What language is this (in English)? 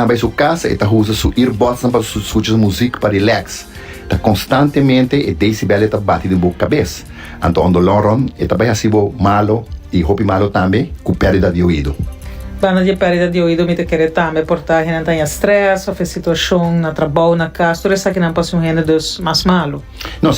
Papiamento